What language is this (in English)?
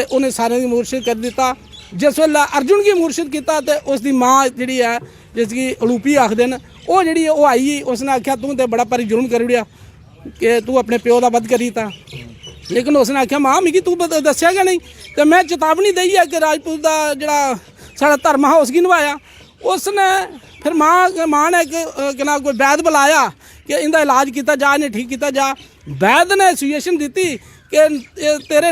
Dogri